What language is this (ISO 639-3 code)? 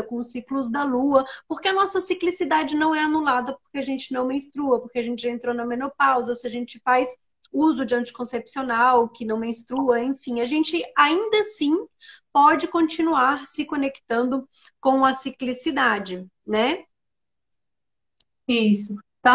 por